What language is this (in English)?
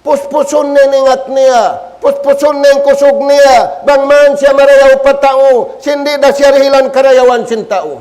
Tausug